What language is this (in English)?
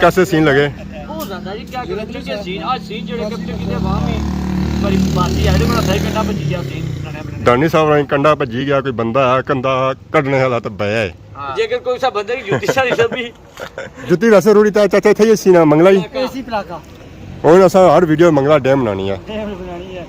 Pahari-Potwari